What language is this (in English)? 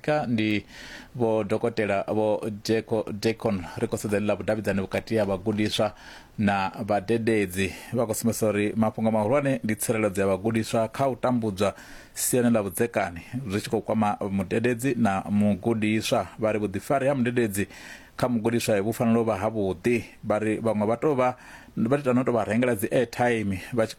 Venda